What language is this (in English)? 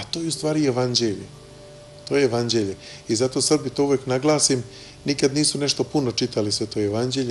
Serbian